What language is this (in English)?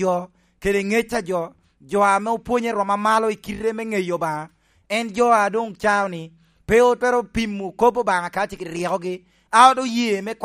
Lango (Uganda)